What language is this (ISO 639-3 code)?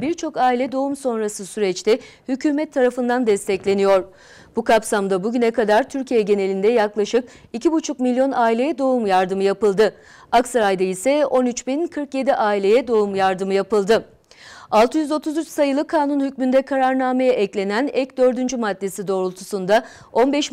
tur